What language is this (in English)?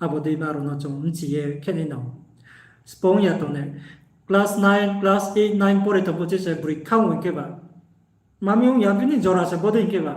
Riang (India)